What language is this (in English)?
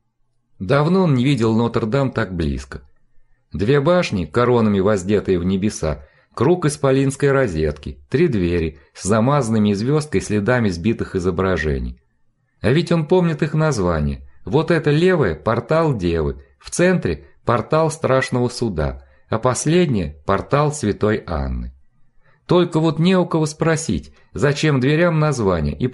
Russian